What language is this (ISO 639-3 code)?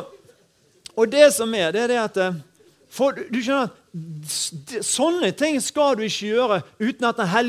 nor